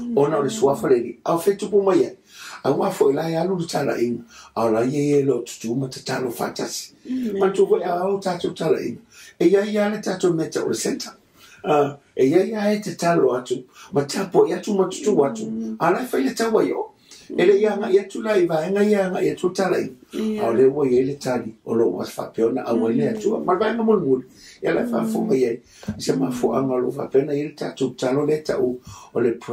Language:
Samoan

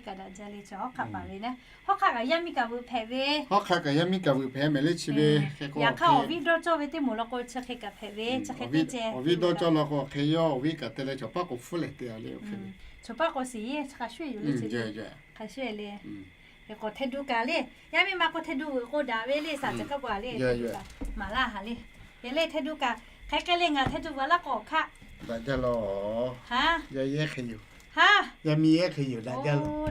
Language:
Lahu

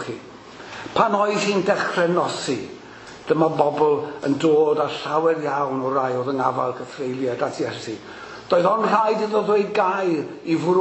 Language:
Welsh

